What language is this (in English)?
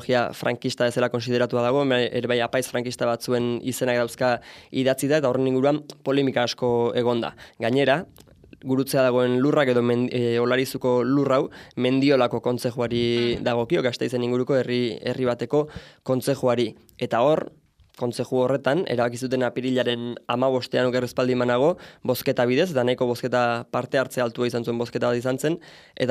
Basque